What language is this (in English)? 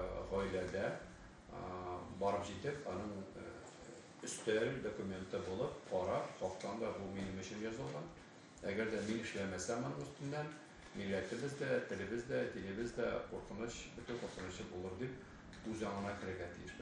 Tatar